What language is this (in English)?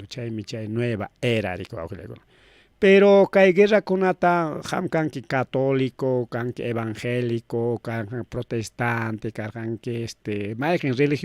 Ayacucho Quechua